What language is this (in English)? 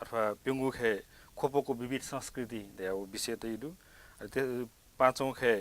Newari